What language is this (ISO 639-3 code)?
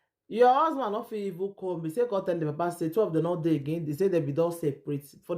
pcm